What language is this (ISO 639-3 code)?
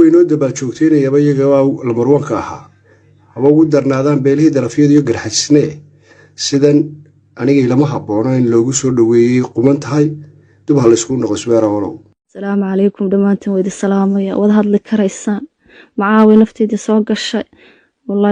som